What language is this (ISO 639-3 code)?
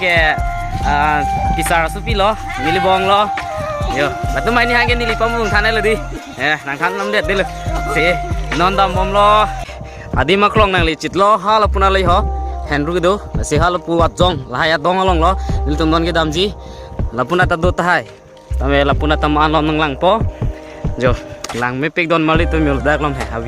mjw